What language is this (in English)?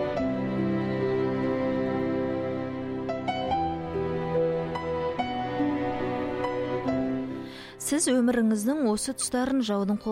Kazakh